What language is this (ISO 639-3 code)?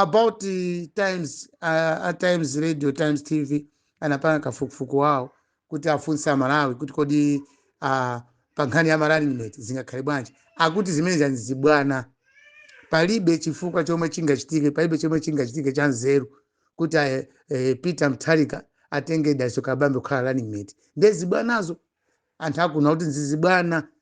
nya